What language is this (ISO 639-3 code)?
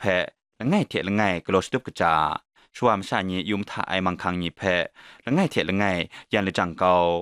kac